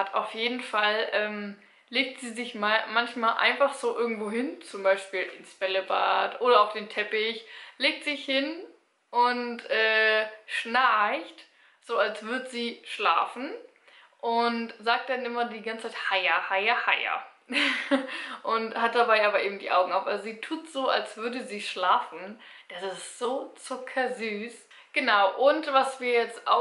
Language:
German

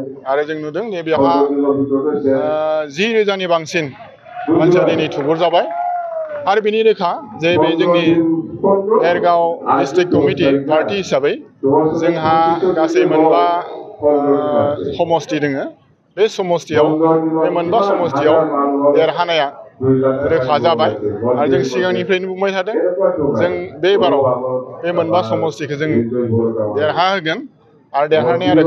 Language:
Bodo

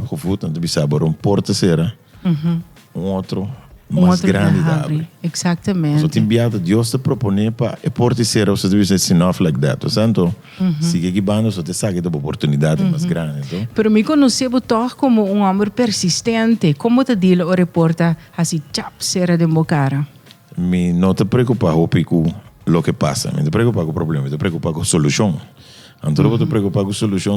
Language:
Papiamento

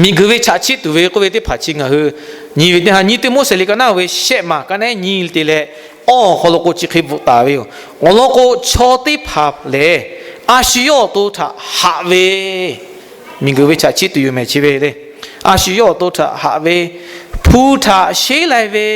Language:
Lahu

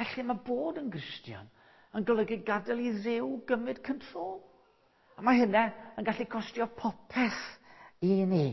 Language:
Welsh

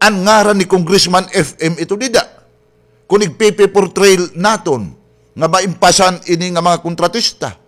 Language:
Waray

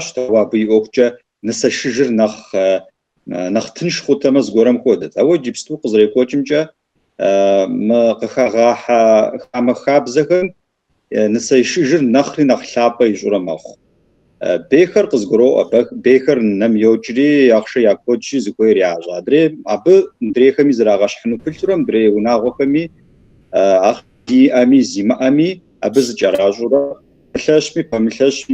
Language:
Kabardian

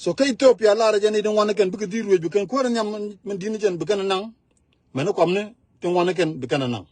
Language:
Nuer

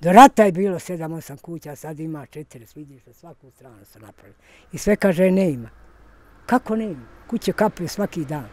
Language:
Bosnian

